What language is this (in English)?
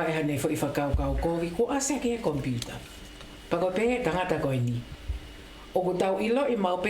Tongan